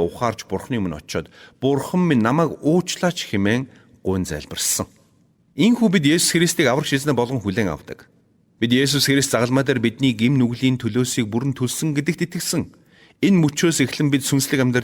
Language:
Mongolian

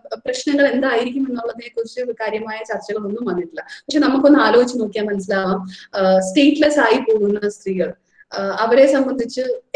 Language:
Malayalam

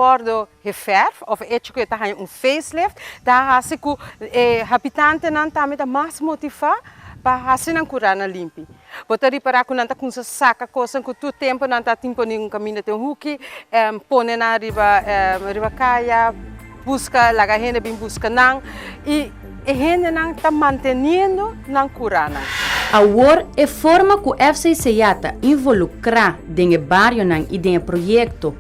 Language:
Papiamento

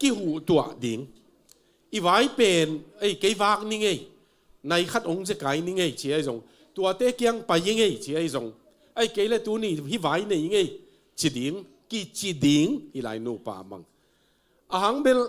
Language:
Tedim Chin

